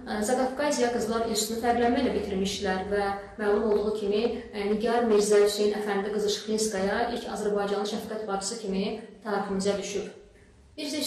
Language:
Azerbaijani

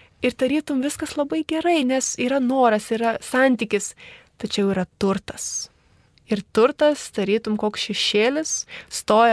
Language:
Lithuanian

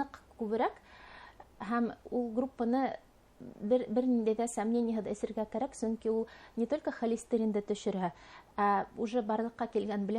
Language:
Bashkir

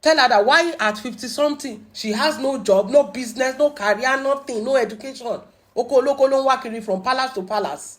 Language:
Yoruba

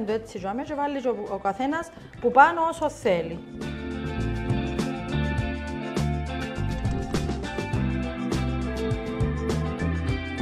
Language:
Greek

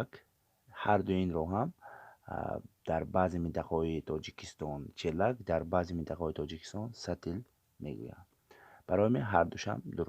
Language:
Tajik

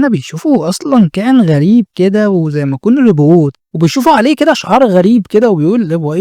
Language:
Egyptian Arabic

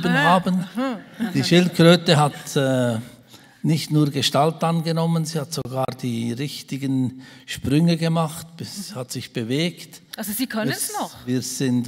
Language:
German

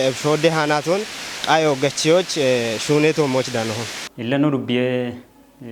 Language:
Kafa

